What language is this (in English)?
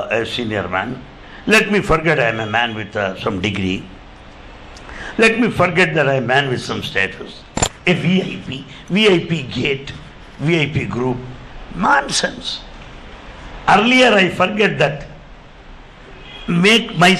English